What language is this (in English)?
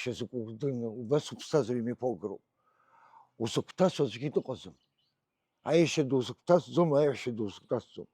Abkhazian